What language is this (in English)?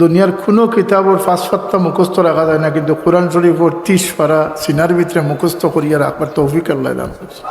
Sylheti